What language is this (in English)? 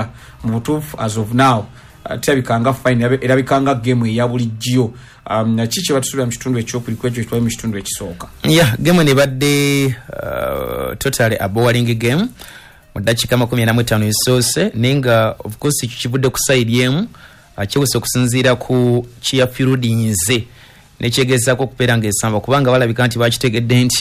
Ganda